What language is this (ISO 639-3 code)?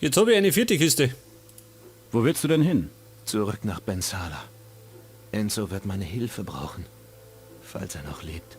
bar